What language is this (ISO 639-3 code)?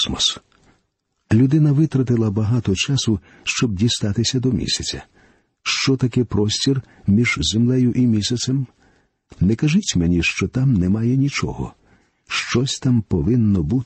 ukr